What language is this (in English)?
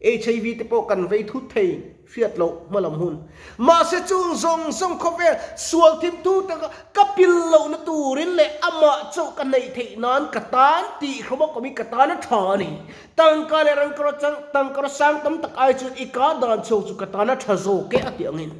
Mizo